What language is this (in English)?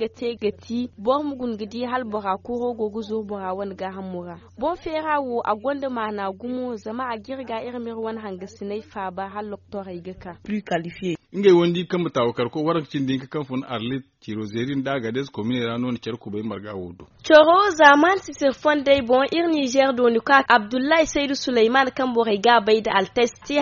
Zarma